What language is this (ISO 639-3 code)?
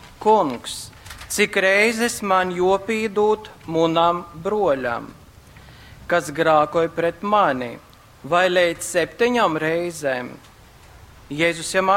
ltg